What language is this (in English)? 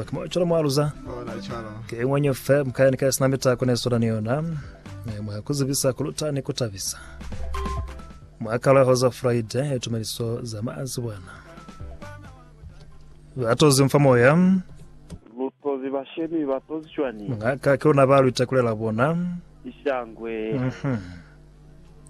Lozi